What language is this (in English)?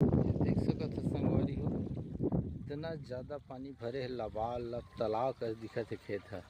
Chhattisgarhi